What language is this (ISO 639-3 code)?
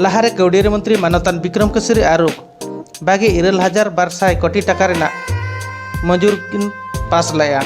sat